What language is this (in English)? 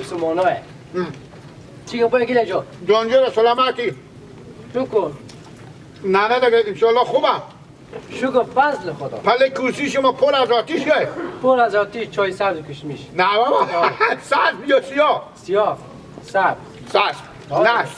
Persian